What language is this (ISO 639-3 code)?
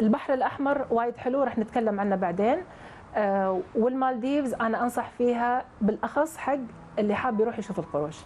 afb